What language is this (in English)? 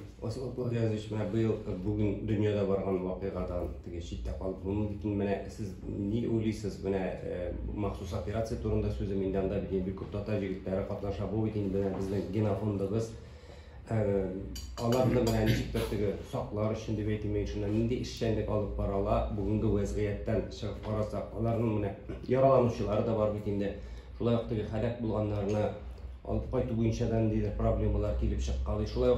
Tatar